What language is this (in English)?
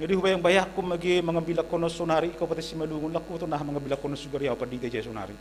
Batak Simalungun